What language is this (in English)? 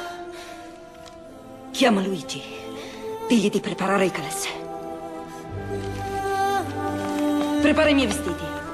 Italian